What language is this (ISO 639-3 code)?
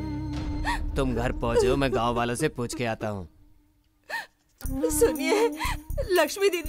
hin